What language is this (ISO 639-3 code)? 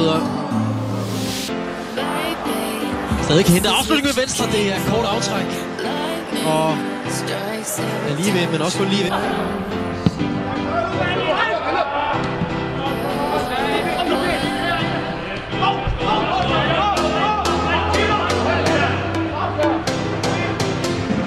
dan